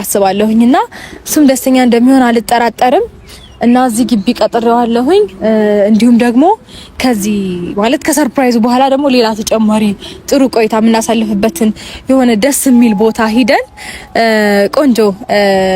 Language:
Amharic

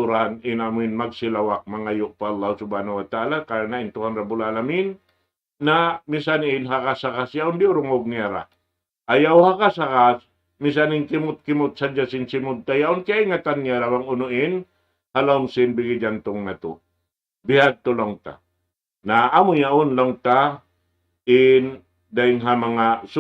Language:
Tausug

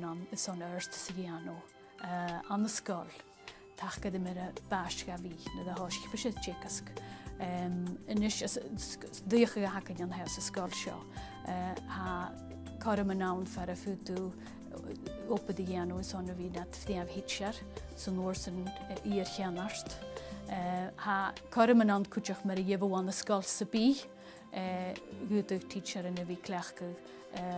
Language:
Scottish Gaelic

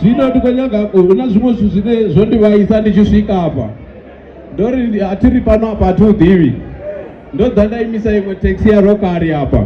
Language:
Venda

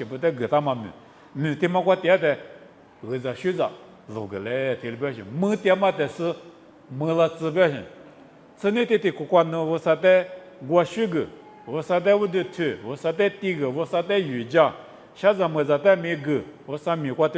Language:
Lisu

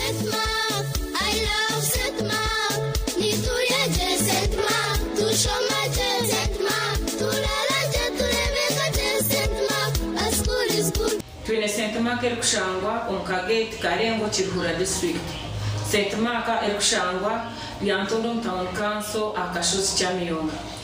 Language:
Nyankole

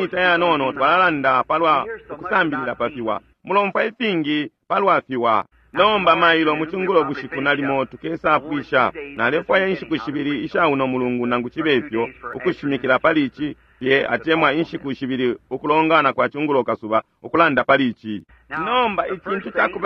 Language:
Bemba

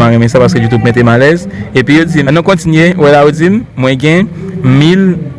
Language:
Haitian Creole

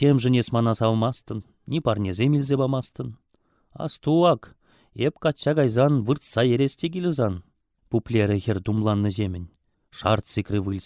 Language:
Chuvash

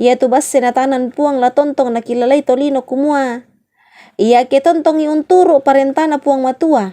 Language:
Toraja-Sa'dan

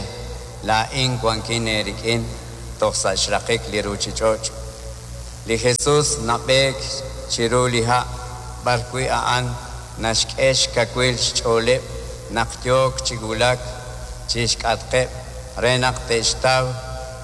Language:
Kekchí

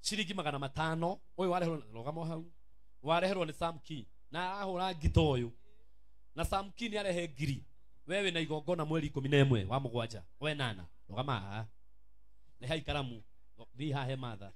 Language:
Kikuyu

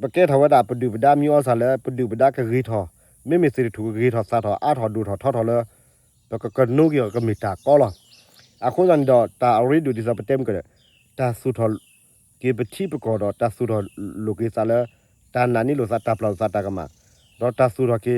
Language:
S'gaw Karen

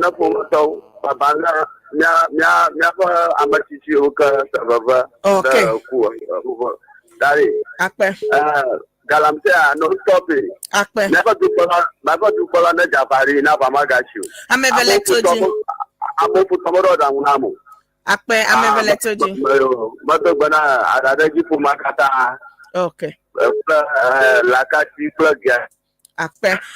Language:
Ewe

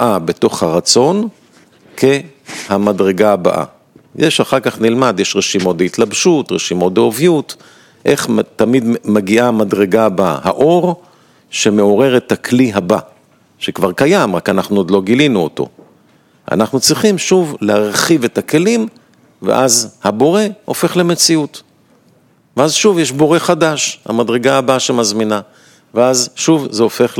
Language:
Hebrew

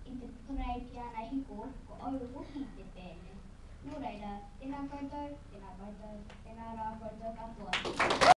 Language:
Māori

